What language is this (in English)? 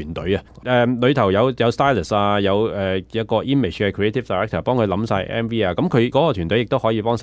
Cantonese